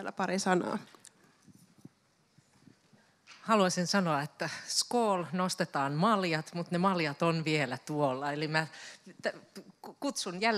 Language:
Finnish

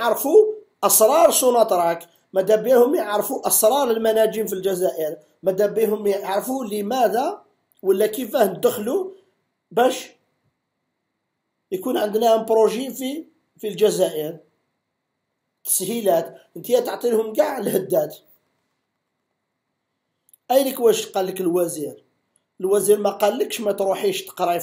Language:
Algerian Arabic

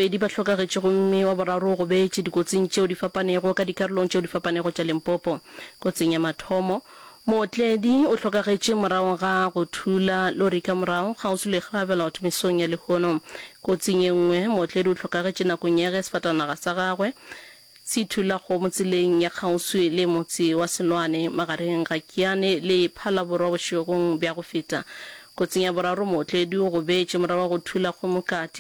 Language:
Northern Sotho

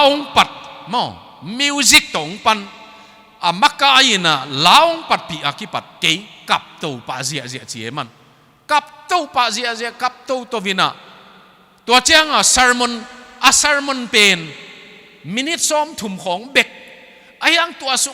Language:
Tedim Chin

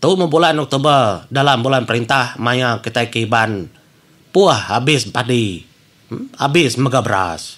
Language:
Iban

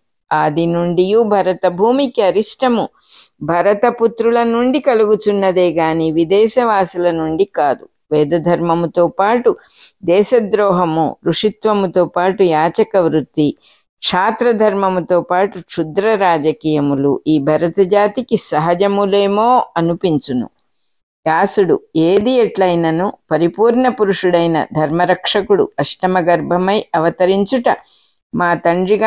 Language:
Telugu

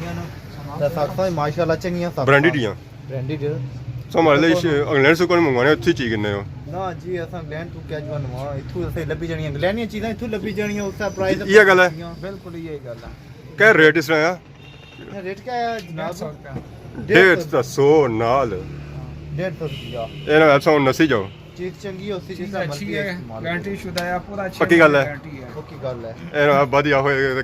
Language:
Pahari-Potwari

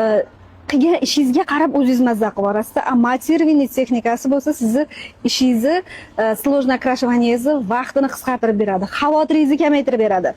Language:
Uzbek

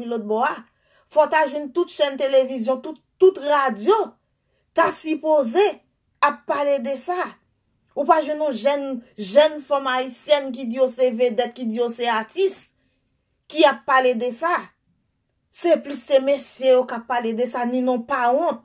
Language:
Haitian Creole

